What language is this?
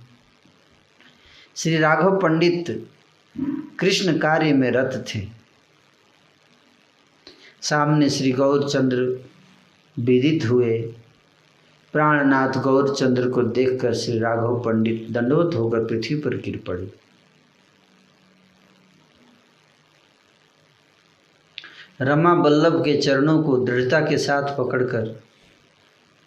Hindi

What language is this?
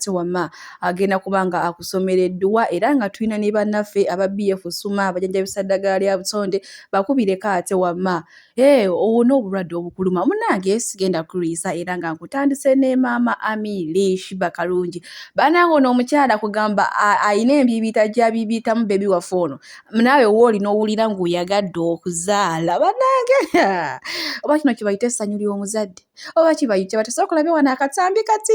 Ganda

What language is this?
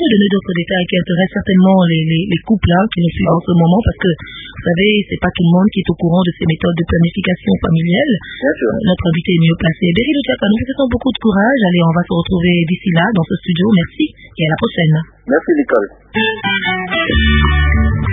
French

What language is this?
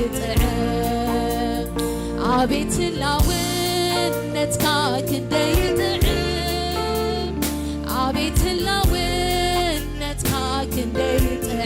Tigrinya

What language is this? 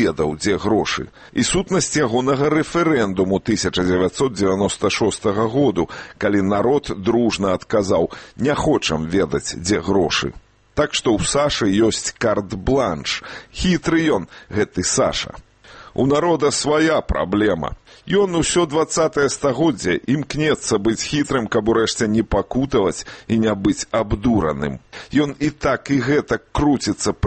Belarusian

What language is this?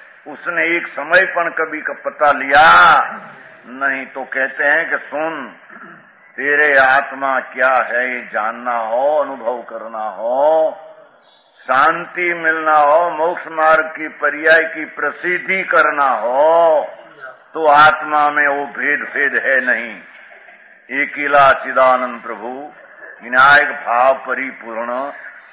Hindi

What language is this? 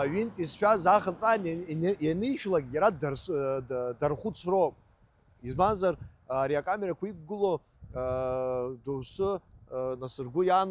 Abkhazian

